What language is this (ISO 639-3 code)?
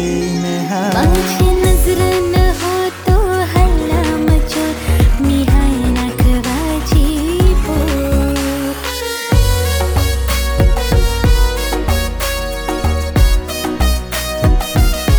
mar